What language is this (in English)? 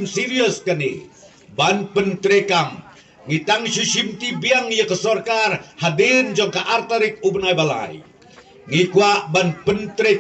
Khasi